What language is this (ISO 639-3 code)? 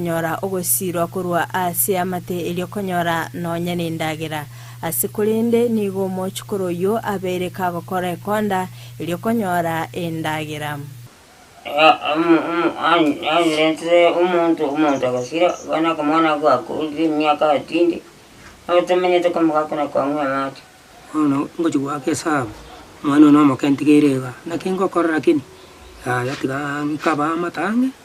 guz